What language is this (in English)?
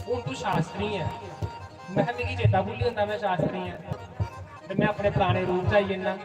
Dogri